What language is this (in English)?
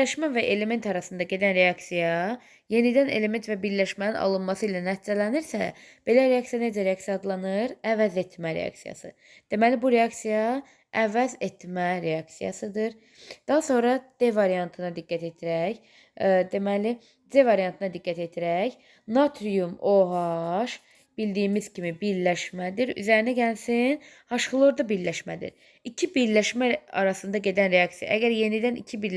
Azerbaijani